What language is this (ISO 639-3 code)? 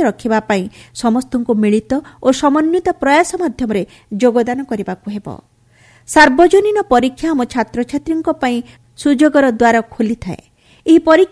ori